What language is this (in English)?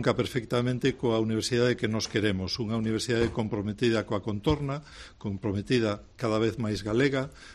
Galician